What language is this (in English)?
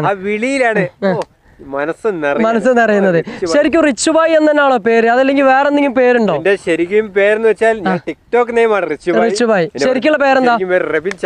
Malayalam